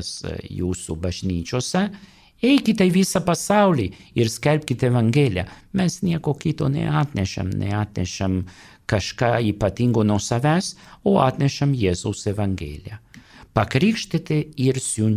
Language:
Lithuanian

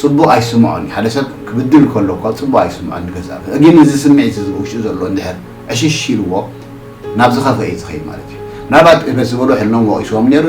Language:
Tigrinya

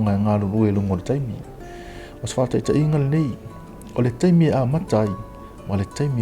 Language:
Samoan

